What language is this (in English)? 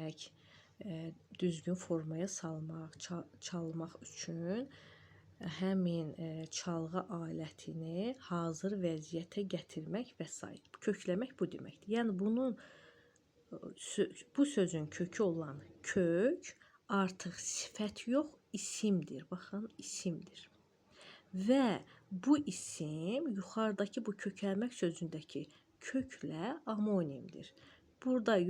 Azerbaijani